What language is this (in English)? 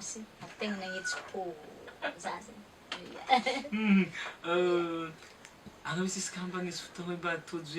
Malagasy